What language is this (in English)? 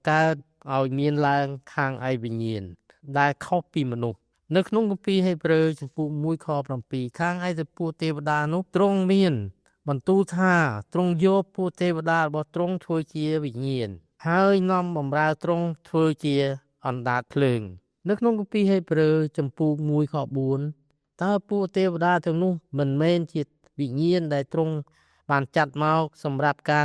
Khmer